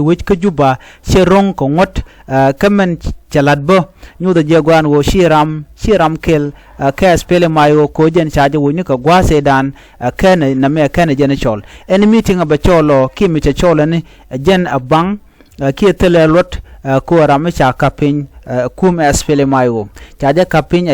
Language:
Nuer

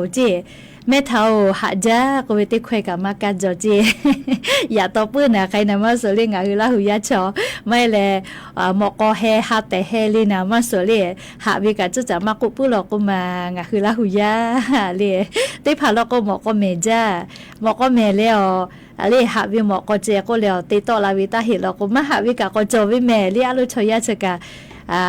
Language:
Lahu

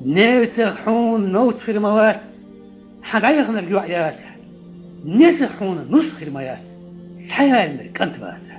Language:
Chechen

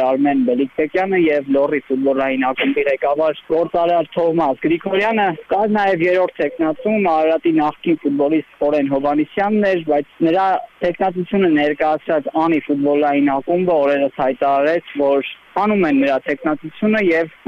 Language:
Armenian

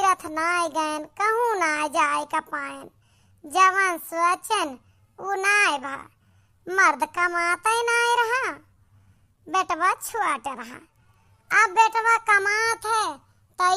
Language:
Awadhi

